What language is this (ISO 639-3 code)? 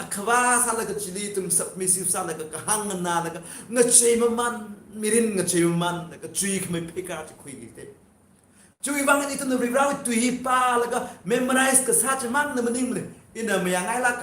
nmf